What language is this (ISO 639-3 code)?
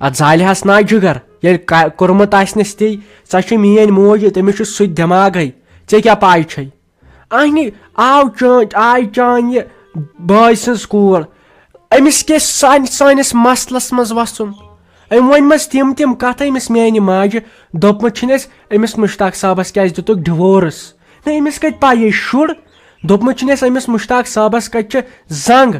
kas